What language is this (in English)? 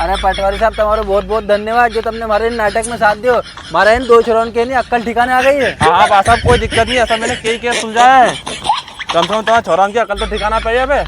Rajasthani